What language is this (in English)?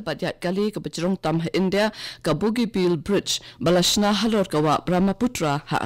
Khasi